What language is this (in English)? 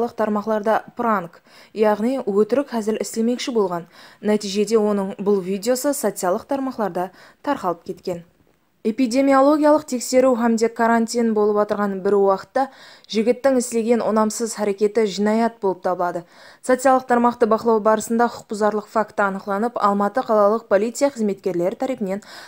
Kara-Kalpak